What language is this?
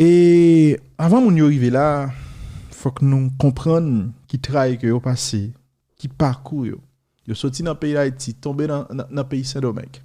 Haitian Creole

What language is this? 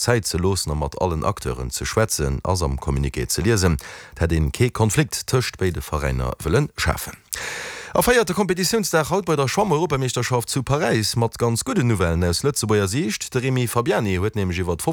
Luxembourgish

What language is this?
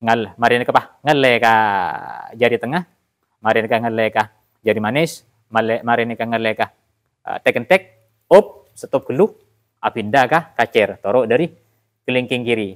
Madurese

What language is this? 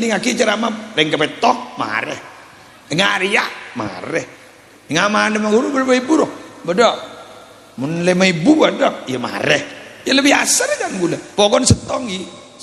Madurese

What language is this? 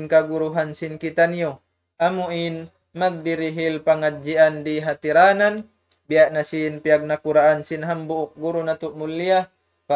Tausug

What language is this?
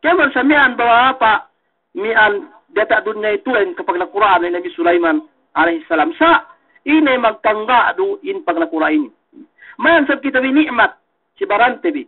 Yakan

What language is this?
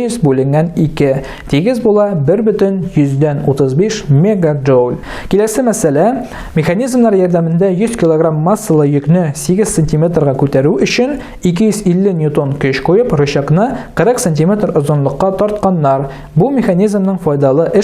Tatar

